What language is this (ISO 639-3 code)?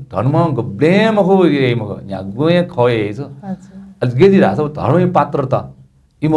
new